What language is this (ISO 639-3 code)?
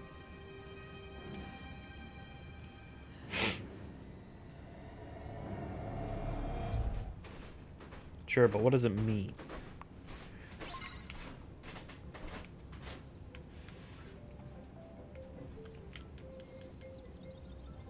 eng